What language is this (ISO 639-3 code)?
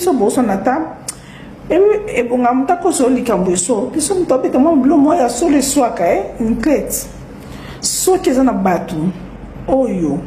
lin